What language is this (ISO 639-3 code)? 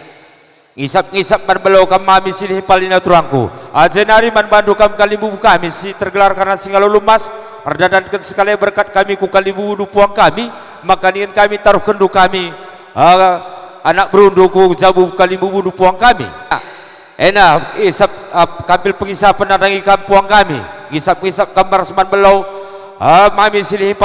btx